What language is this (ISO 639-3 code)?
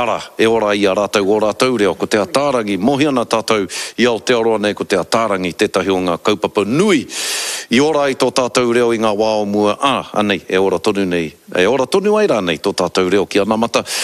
mri